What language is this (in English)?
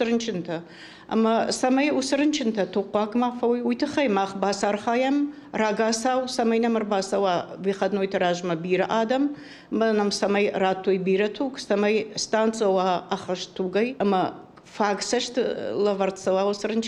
Ossetic